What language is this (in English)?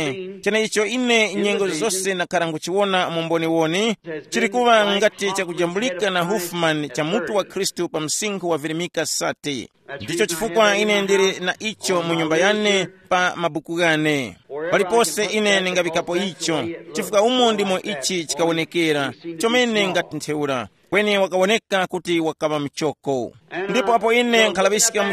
Tumbuka